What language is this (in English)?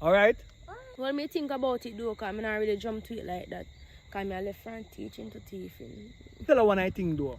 Jamaican Creole English